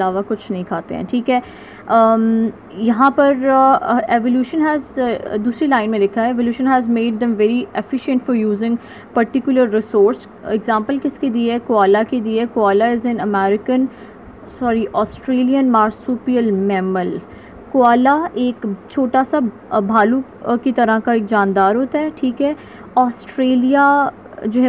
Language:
Hindi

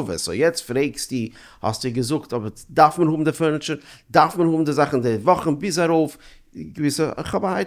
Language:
Yiddish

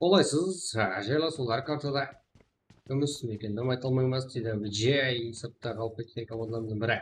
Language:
Kara-Kalpak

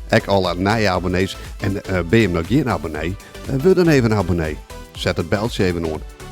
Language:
Western Frisian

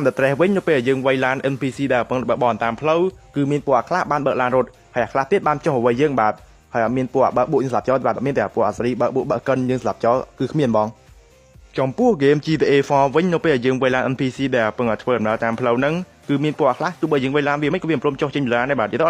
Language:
Khmer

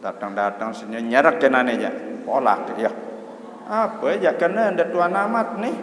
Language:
Sasak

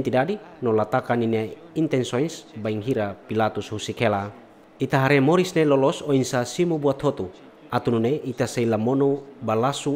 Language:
Tetum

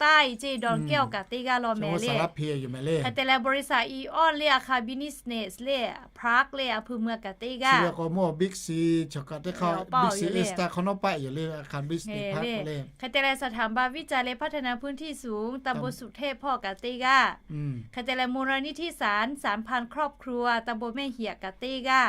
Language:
Lahu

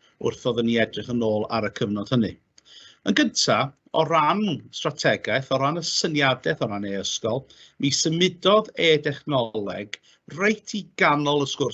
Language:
Welsh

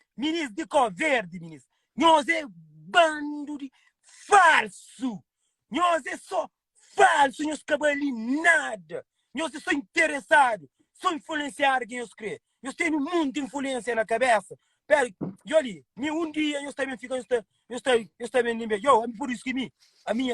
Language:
Kabuverdianu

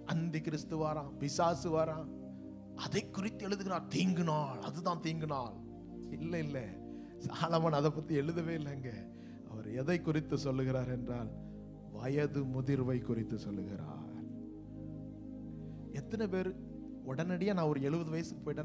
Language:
Tamil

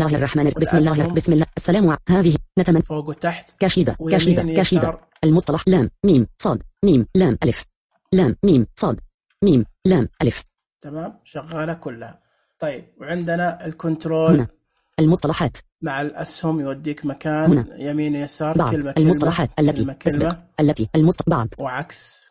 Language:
Najdi Arabic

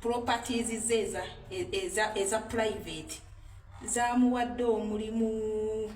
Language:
Ganda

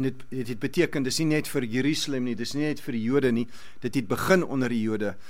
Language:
Afrikaans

